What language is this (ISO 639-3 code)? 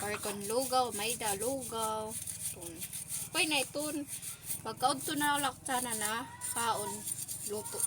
war